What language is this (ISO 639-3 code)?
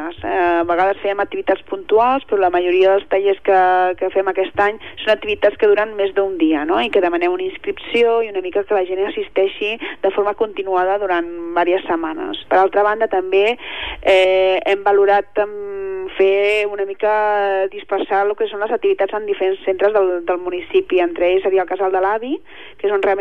cat